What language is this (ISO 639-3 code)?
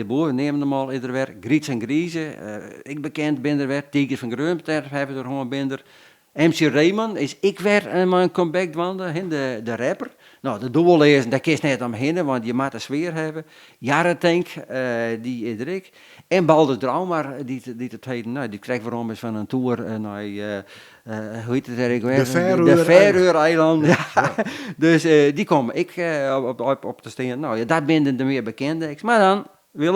fry